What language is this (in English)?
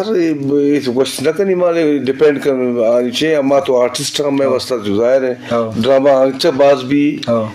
Eastern Balochi